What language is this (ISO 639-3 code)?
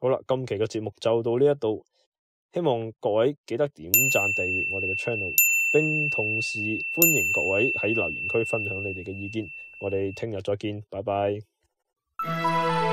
yue